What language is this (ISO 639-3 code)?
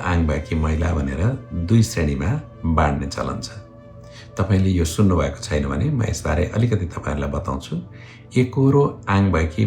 nep